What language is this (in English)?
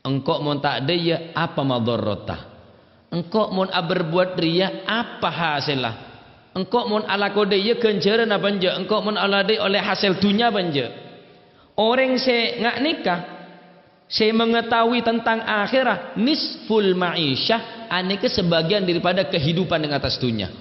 Madurese